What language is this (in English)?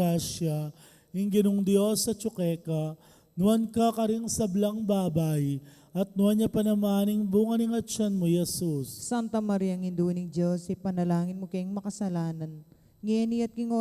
Pampanga